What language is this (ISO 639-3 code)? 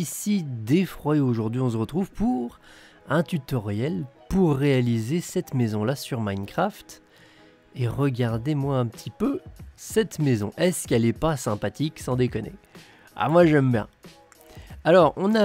fra